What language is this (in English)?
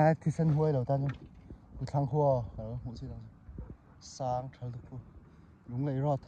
Mizo